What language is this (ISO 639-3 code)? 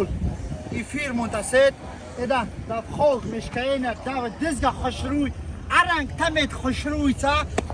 tgk